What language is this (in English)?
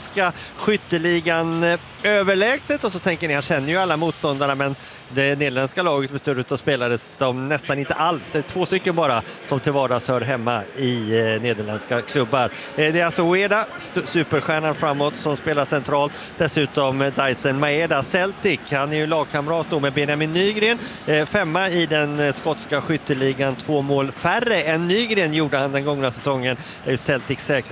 Swedish